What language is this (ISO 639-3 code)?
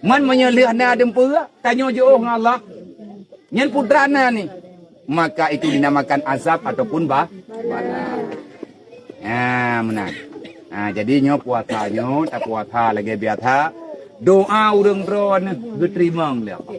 ace